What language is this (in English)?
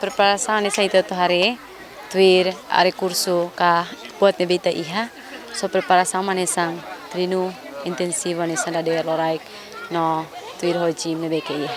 Tetum